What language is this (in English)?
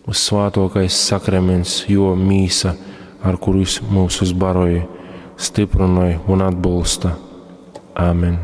Latgalian